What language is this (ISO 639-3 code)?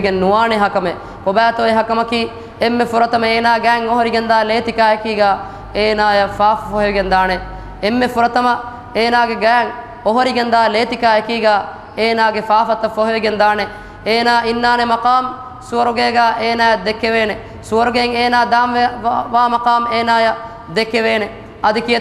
div